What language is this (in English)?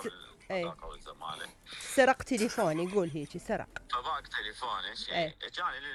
Mesopotamian Arabic